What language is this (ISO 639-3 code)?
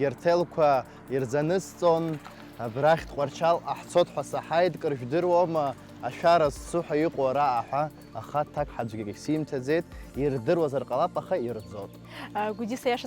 abk